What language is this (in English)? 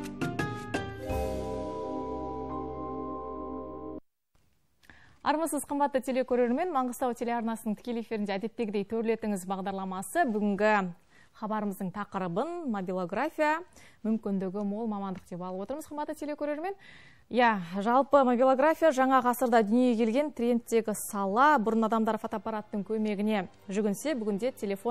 Kazakh